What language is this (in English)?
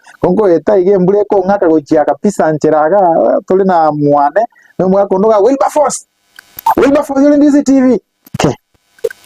Gusii